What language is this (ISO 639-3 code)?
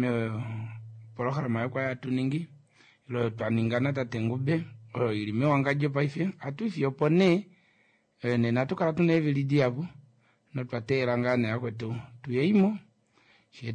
kua